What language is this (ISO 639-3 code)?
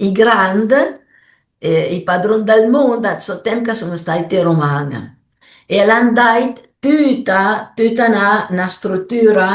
pms